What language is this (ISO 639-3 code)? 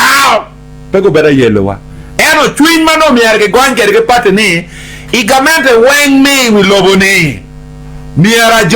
ach